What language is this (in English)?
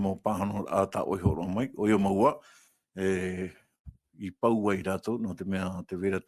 Tahitian